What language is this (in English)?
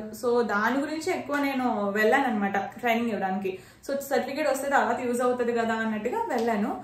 Telugu